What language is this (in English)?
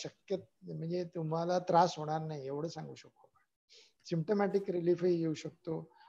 Marathi